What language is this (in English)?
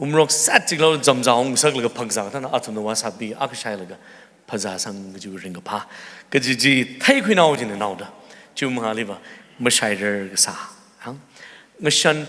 Tangkhul Naga (India)